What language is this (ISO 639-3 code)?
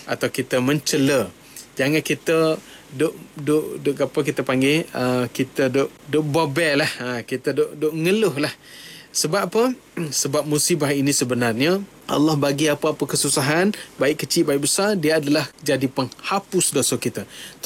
msa